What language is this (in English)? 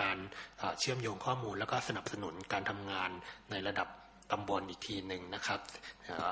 Thai